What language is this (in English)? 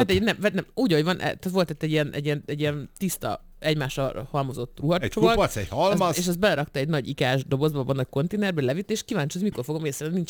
Hungarian